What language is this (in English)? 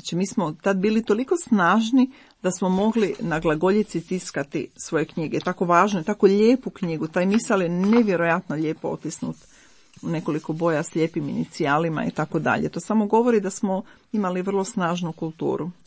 Croatian